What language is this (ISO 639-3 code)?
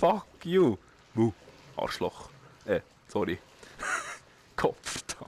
gsw